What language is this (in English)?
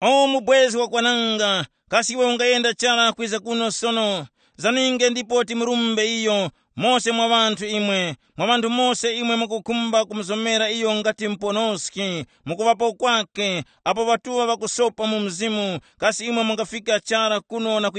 Tumbuka